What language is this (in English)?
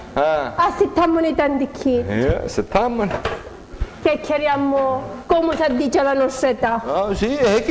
Sicilian